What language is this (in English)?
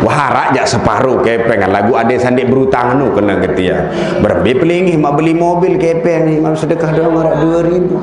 Sasak